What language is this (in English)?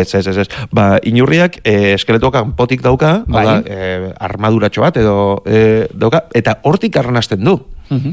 Basque